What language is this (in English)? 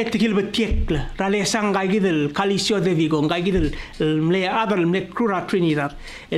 Palauan